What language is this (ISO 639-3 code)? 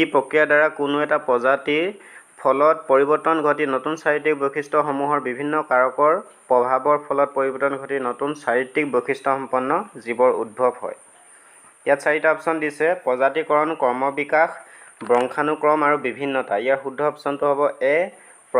asm